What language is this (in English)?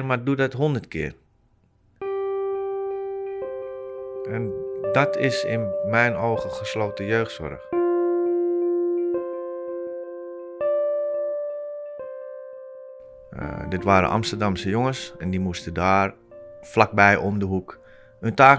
Dutch